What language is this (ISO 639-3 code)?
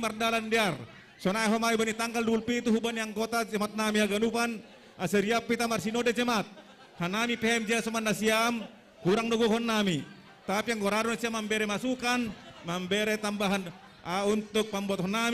bts